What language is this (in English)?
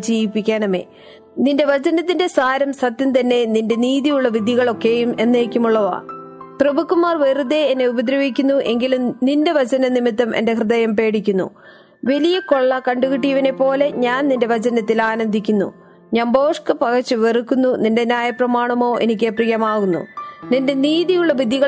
Malayalam